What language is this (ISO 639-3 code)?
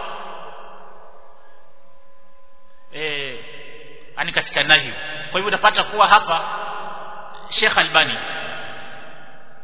swa